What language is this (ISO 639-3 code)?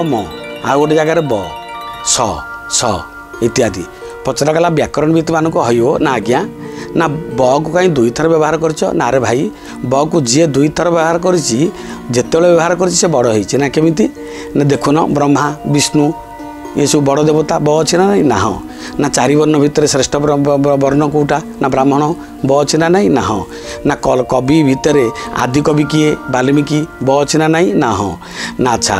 ori